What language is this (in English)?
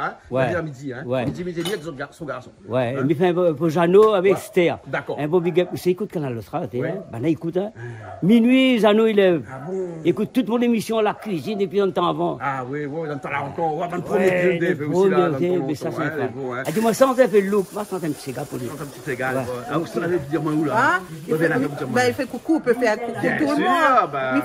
Réunion Creole French